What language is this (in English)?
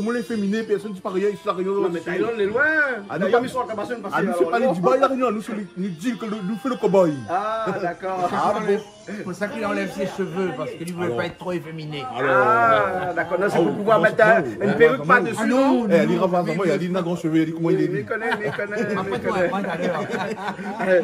Réunion Creole French